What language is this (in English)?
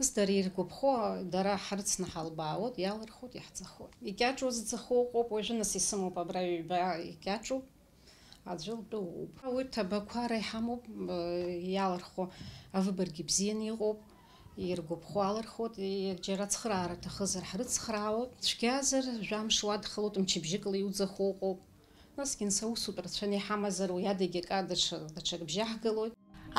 Abkhazian